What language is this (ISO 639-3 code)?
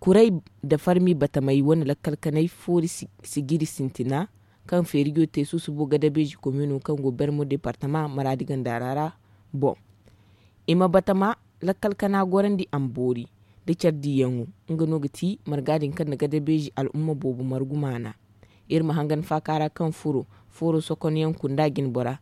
dje